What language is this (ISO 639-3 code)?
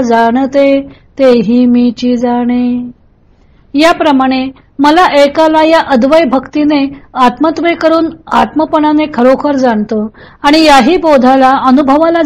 mar